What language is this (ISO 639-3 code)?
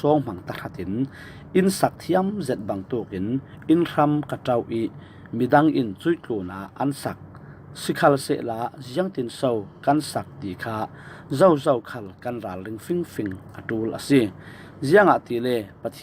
cfm